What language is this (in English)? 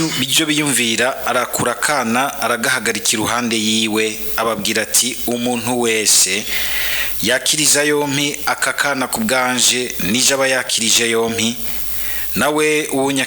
Rundi